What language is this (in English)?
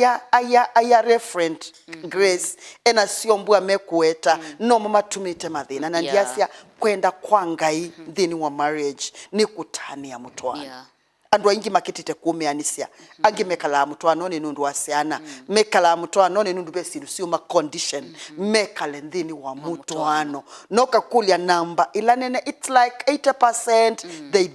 Kamba